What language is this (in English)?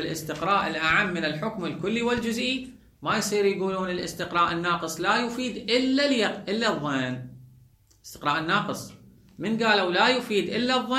Mesopotamian Arabic